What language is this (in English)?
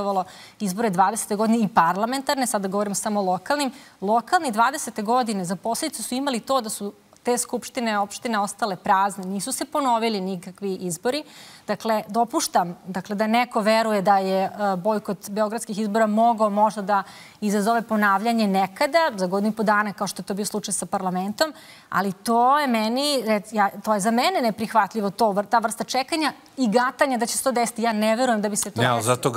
Serbian